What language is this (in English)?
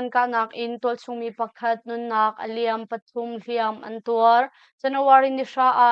Hakha Chin